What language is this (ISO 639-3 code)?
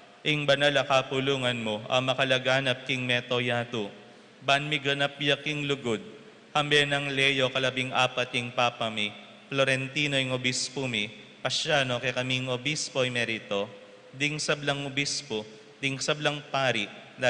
pam